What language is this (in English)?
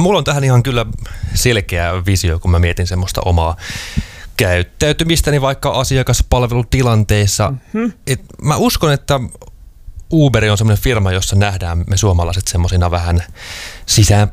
Finnish